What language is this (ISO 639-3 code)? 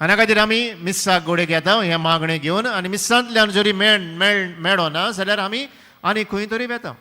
kok